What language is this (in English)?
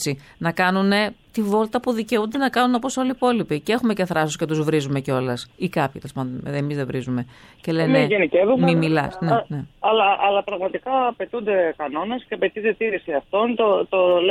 Greek